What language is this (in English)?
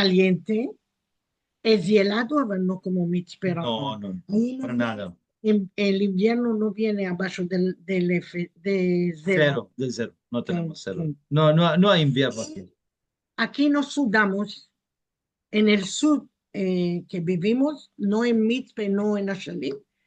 Ladino